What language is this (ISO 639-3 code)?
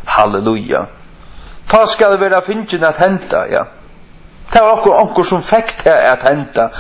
fao